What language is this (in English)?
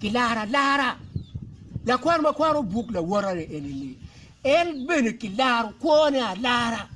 Acoli